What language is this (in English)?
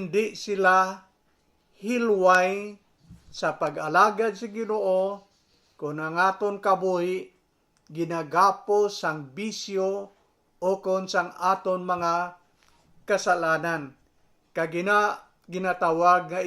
Hiligaynon